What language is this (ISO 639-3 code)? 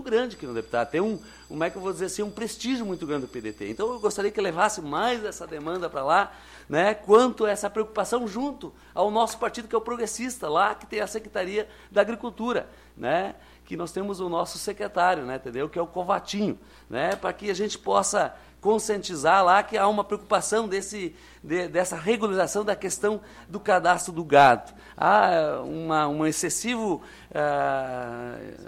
por